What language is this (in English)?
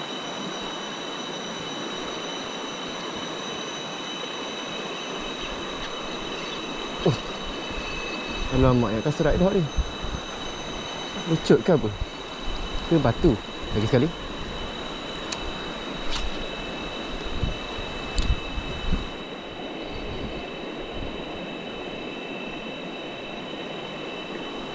Malay